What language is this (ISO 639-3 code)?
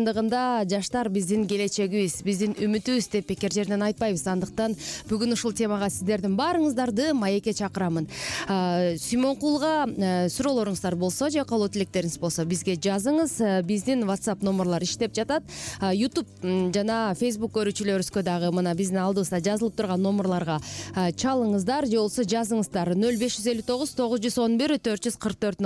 kir